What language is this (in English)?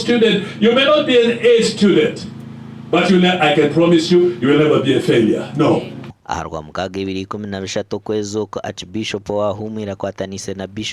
Nyankole